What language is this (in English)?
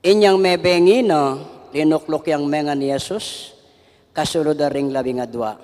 Pampanga